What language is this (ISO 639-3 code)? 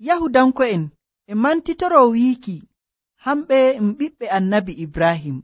fuv